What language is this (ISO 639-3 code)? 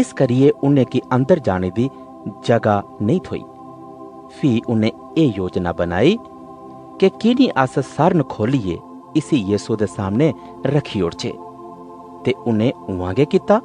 doi